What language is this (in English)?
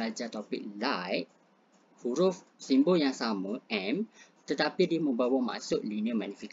Malay